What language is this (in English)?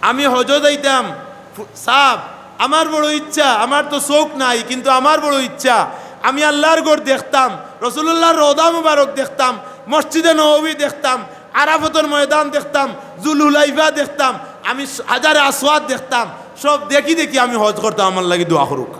Sylheti